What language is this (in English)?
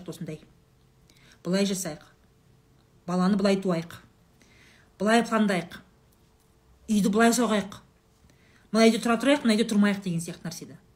Kazakh